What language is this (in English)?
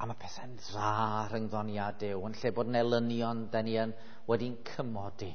Welsh